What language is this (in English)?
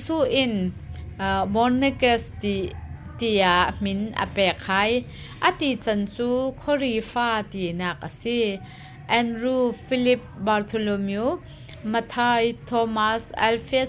Falam Chin